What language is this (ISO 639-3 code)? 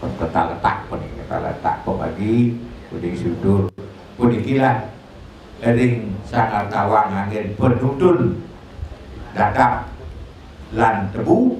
ban